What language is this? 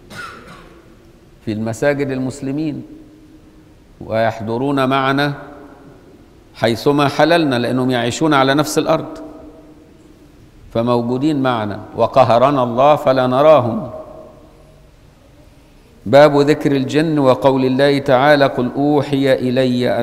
Arabic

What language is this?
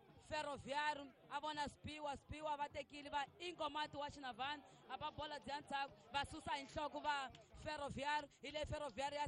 Tsonga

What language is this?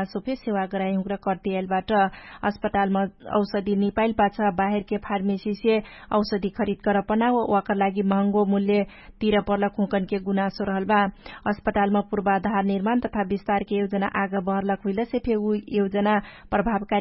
Dangaura Tharu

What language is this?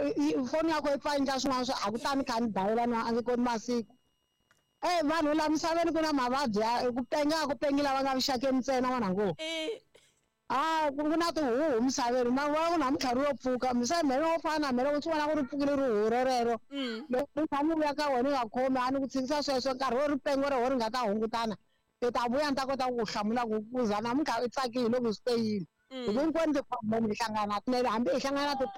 Tsonga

